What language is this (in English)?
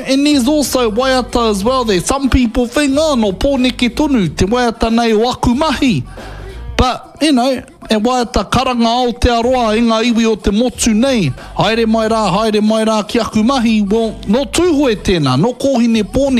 Māori